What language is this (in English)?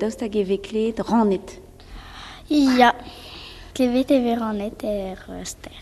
Breton